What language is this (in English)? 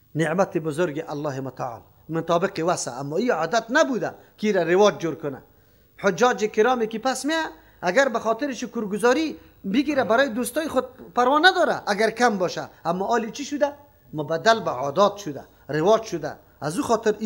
Persian